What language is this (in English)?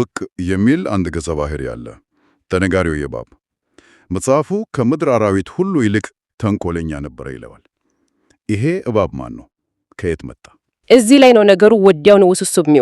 Amharic